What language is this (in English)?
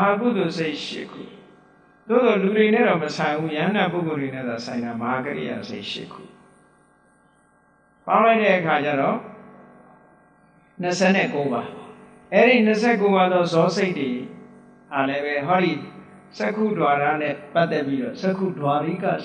Burmese